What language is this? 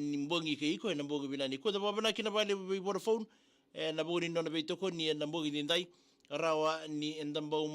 Fijian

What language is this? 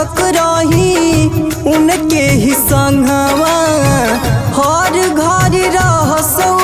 Bhojpuri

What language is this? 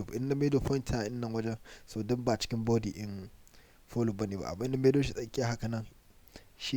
Hausa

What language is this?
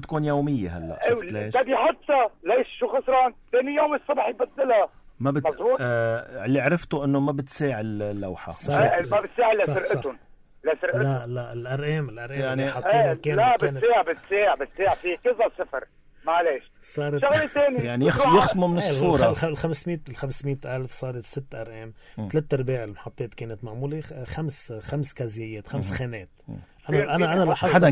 North Levantine Arabic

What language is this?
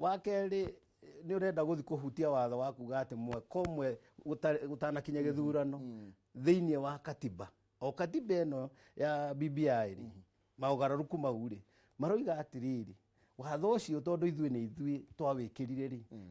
Kikuyu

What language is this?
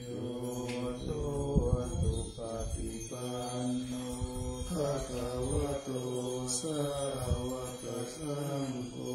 Pali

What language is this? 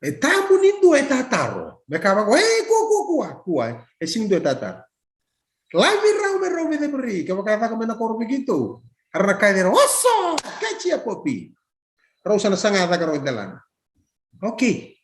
Fijian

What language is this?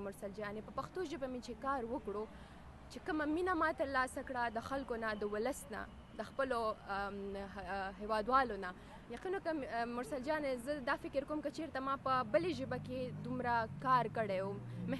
Pashto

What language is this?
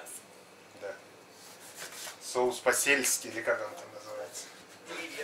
Russian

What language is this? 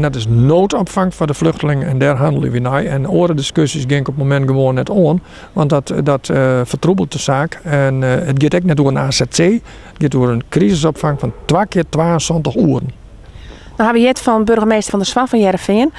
Western Frisian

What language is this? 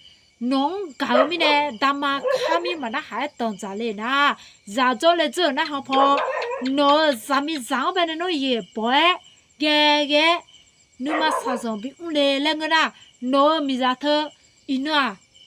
Akha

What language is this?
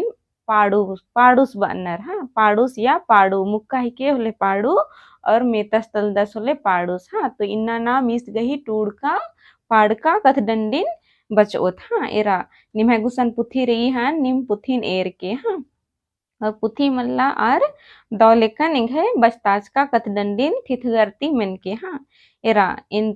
Kurukh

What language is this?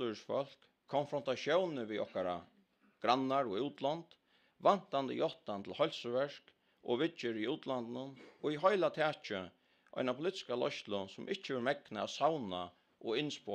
Faroese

